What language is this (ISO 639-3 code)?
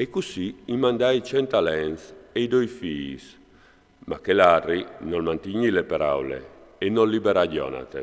fur